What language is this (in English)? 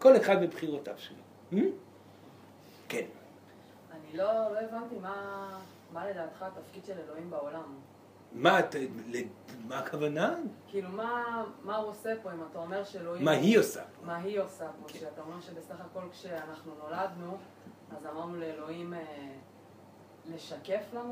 Hebrew